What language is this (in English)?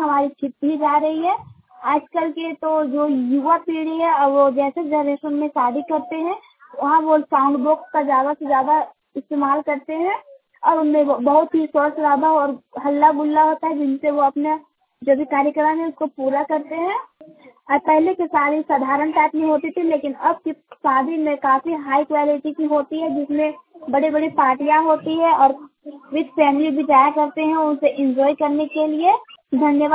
Hindi